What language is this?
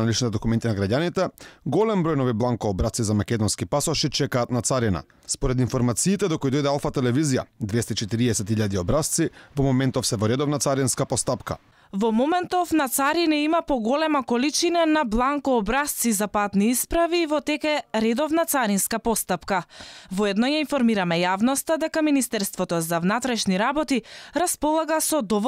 Macedonian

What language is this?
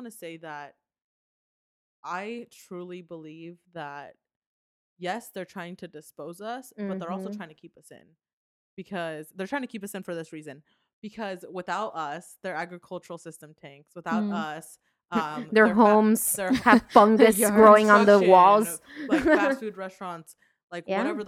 English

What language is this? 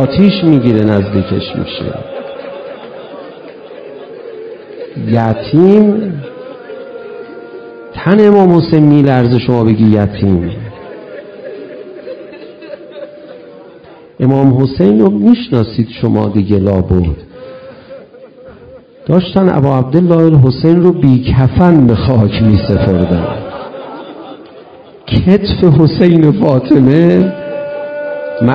Persian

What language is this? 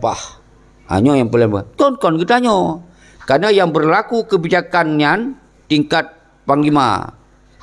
Achinese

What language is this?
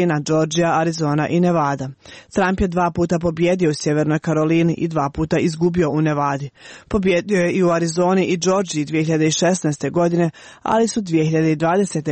Croatian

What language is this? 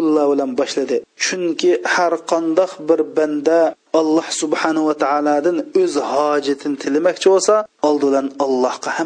Uyghur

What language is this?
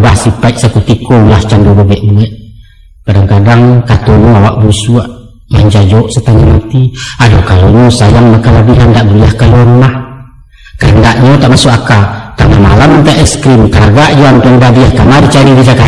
Minangkabau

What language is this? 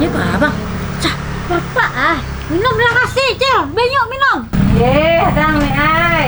Banjar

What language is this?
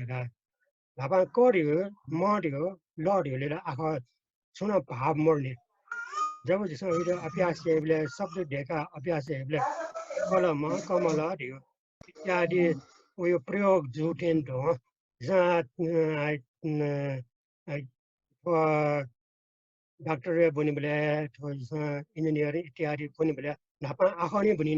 Newari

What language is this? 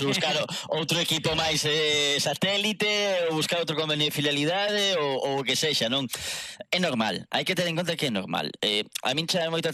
Galician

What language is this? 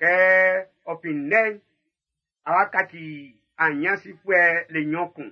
Baoulé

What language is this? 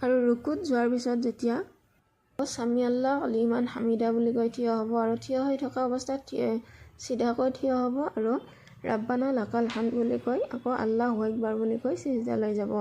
Assamese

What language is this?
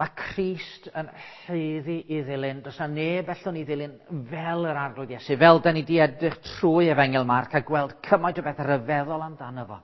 Welsh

